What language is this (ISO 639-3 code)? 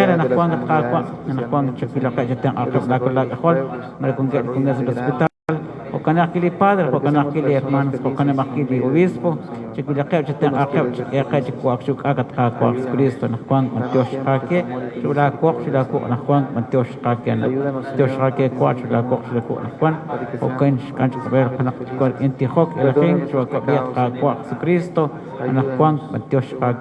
kek